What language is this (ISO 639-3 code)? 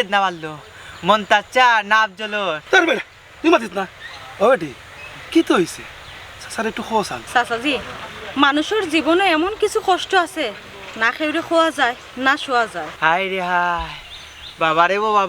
syl